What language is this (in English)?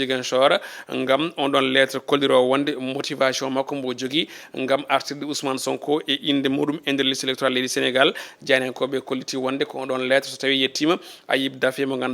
Fula